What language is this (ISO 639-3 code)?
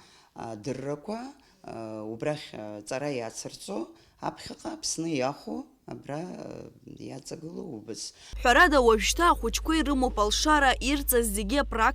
abk